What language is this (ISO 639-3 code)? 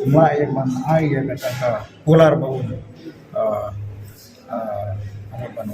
kha